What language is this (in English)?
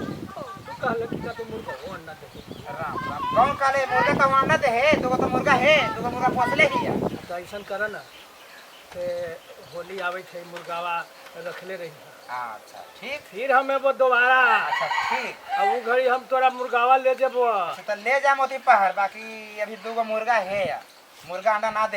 Magahi